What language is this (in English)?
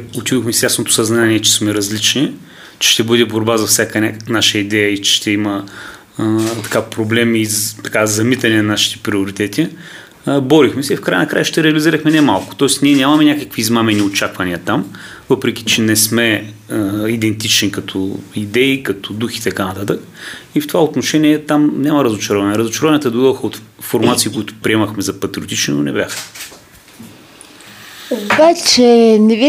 Bulgarian